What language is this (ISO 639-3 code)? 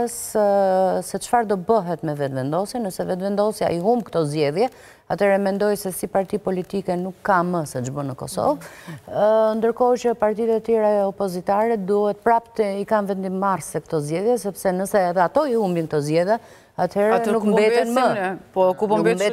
sqi